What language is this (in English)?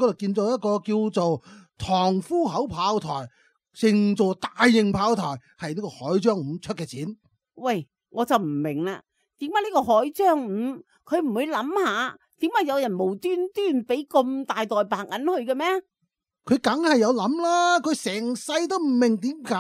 Cantonese